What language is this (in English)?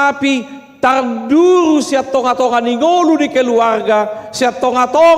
Batak Toba